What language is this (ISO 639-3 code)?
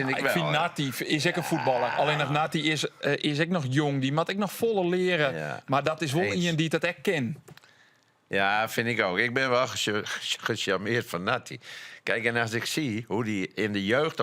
fry